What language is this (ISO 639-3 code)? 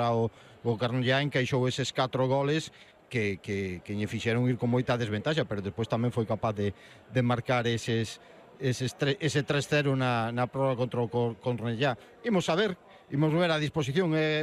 glg